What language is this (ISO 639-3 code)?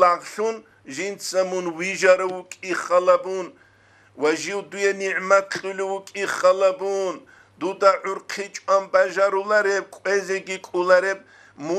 ava